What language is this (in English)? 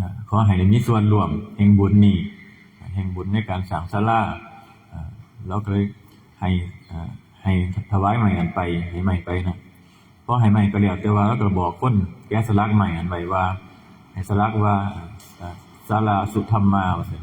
Northeastern Thai